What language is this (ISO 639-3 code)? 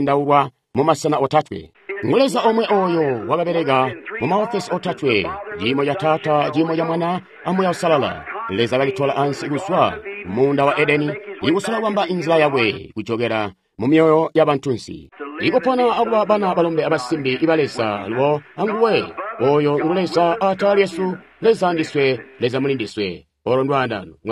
toi